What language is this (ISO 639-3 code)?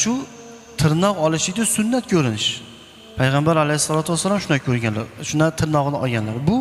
uzb